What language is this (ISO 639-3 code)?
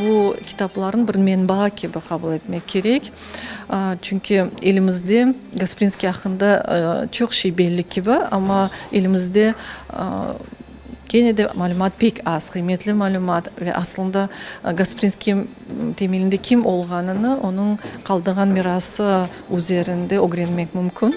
crh